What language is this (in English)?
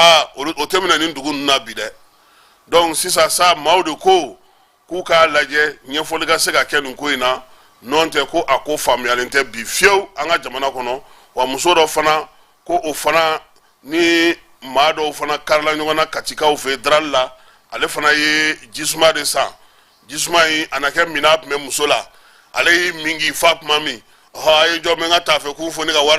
Bambara